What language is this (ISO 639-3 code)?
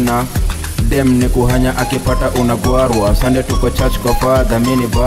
swa